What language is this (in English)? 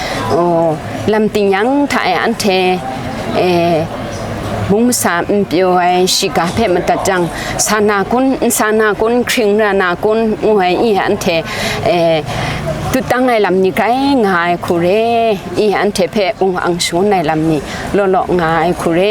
Kachin